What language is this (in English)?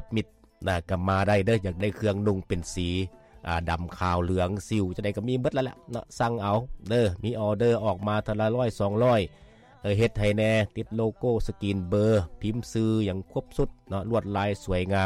Lao